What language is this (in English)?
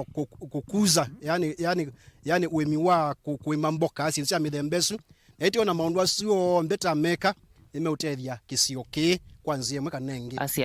Kamba